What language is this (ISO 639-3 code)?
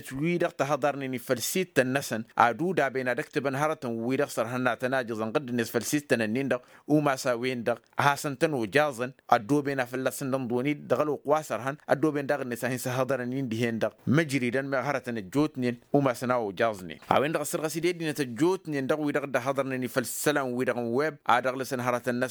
taq